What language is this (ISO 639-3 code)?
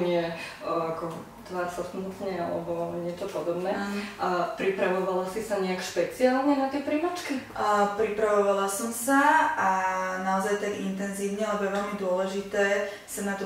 slk